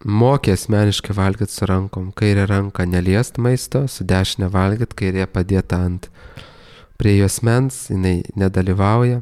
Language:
Lithuanian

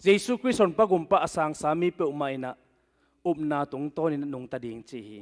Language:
Tedim Chin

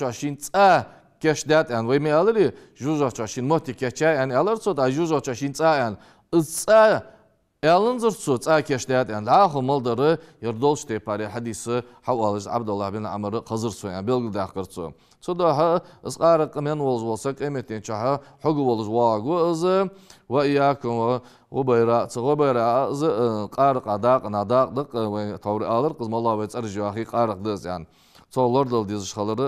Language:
Ingush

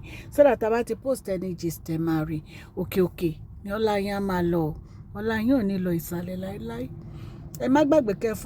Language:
Yoruba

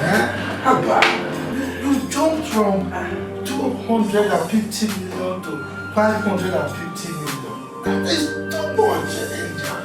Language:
Nigerian Pidgin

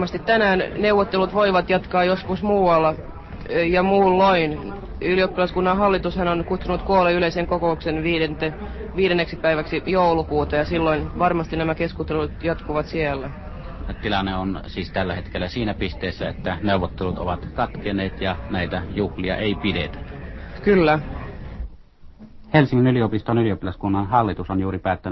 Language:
Finnish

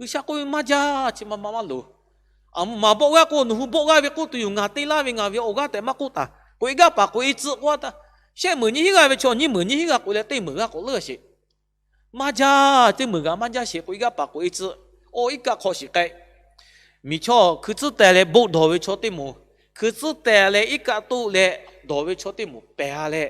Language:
Lahu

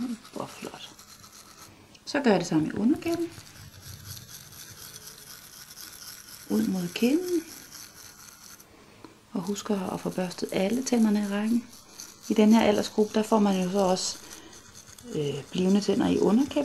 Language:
Danish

